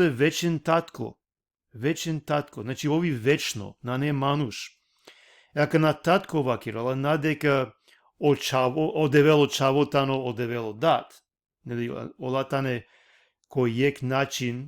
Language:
Balkan Romani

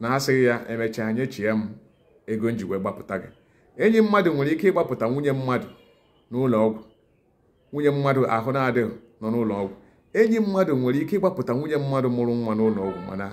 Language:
Igbo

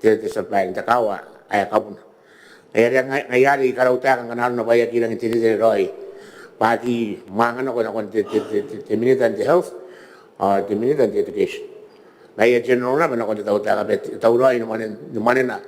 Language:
Gilbertese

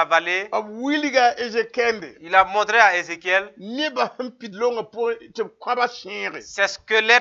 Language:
Mossi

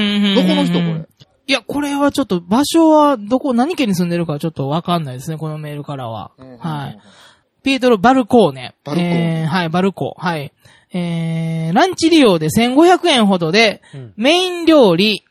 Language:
Japanese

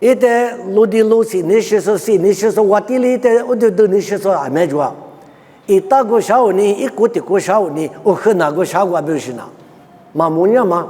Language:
Lisu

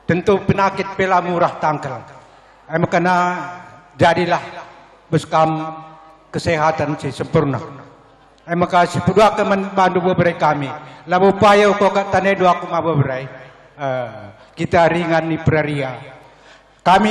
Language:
Batak Karo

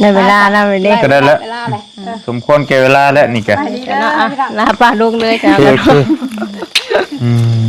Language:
Northeastern Thai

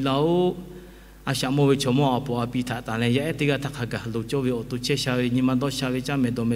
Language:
Lahu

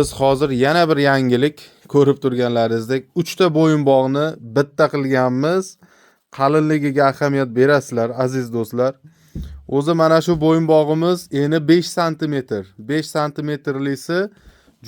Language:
Uzbek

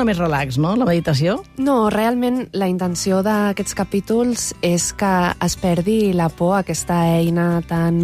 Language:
Catalan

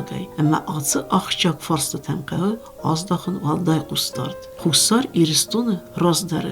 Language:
Ossetic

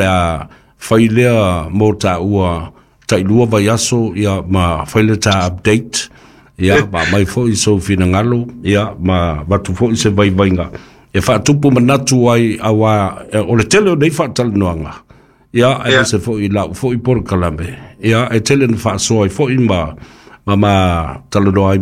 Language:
Samoan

